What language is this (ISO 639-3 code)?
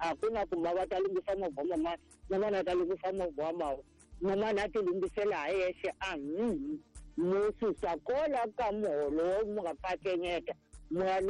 tso